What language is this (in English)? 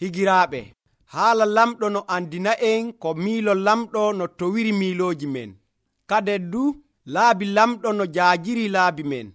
Nigerian Fulfulde